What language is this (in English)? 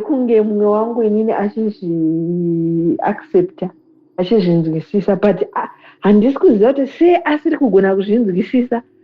Shona